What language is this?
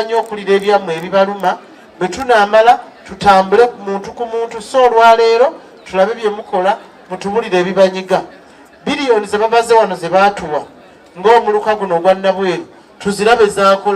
Ganda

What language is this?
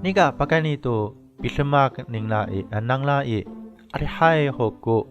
Amis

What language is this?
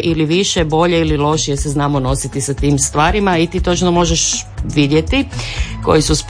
Croatian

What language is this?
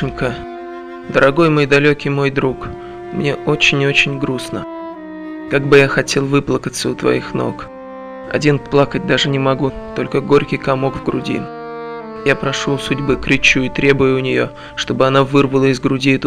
Russian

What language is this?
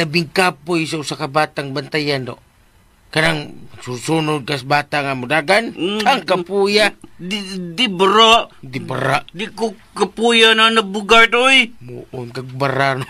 Cebuano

